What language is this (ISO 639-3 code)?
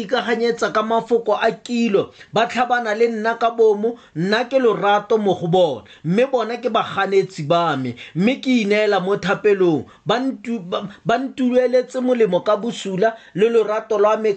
tsn